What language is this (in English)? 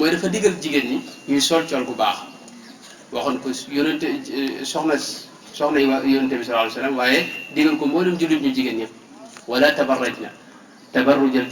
Wolof